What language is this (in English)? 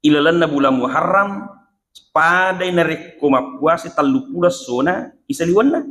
Buginese